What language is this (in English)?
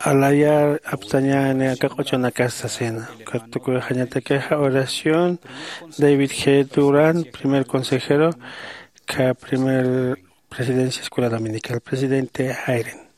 Aymara